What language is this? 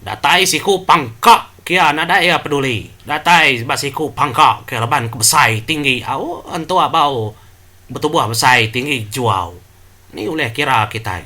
Iban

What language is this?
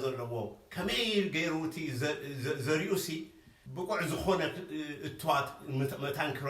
Tigrinya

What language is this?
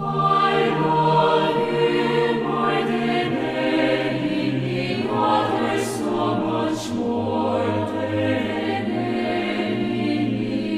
Aymara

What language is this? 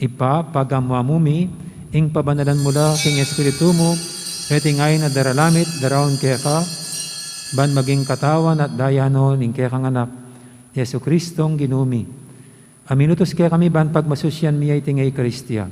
Pampanga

